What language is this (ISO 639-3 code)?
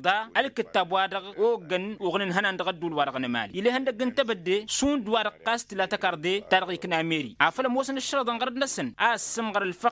taq